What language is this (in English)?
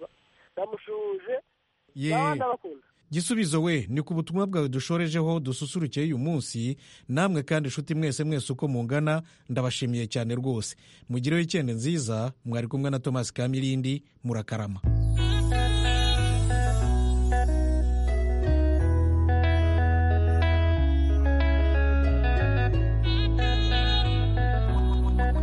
Kinyarwanda